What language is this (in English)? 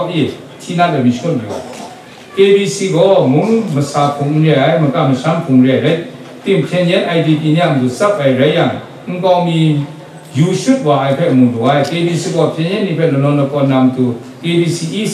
Kachin